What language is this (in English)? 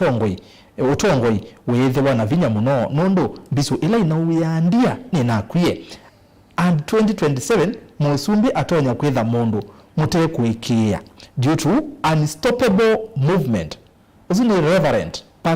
Kamba